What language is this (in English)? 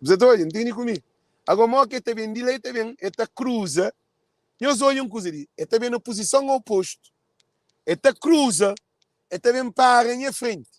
Kabuverdianu